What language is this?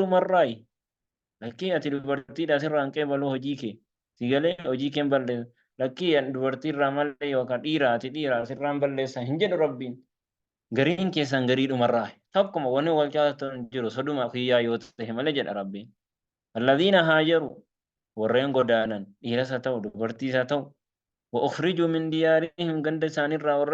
Oromo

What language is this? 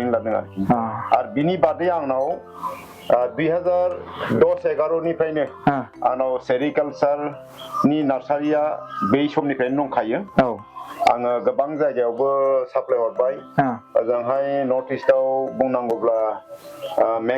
Bodo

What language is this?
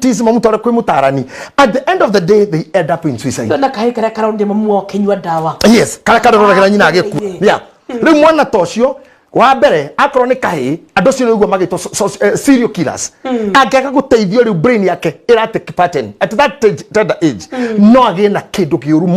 Kikuyu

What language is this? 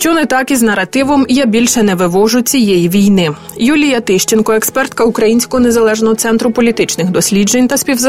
Ukrainian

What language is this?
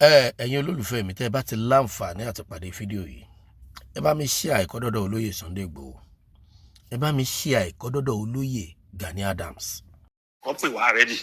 Yoruba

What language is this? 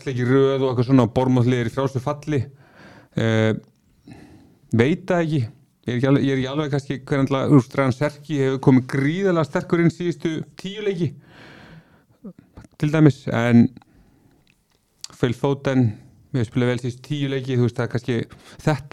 Icelandic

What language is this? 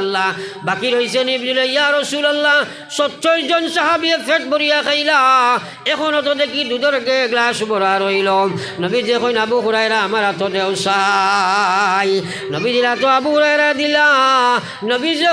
Sylheti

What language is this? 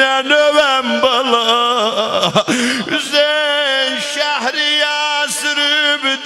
South Azerbaijani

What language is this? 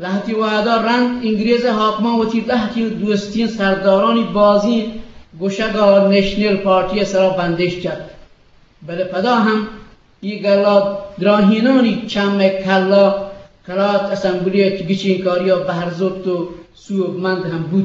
Eastern Balochi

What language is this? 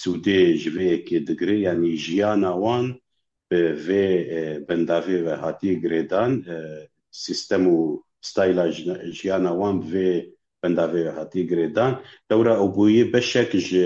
Kurdish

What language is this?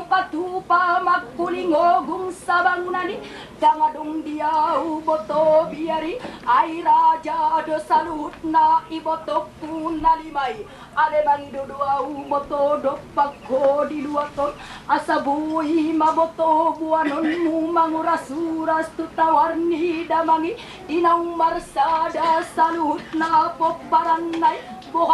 Batak Toba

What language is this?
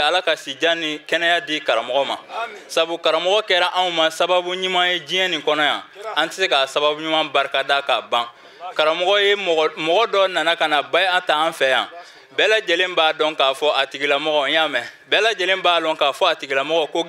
Bambara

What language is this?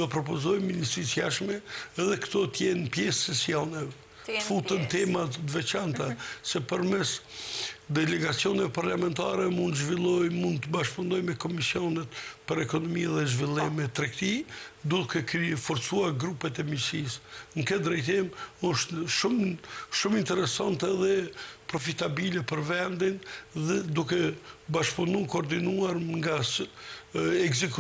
Albanian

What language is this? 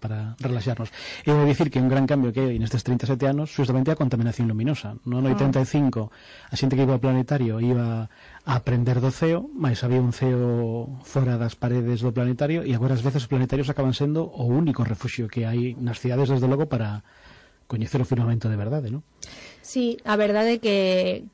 Galician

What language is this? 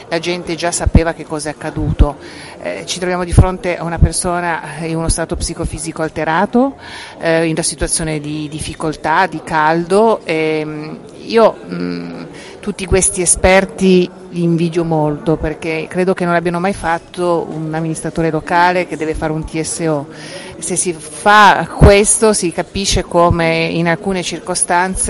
Italian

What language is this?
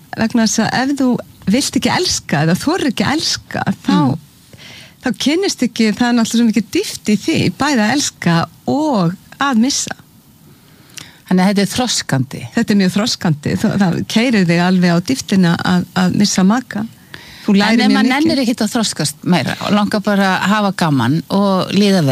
Icelandic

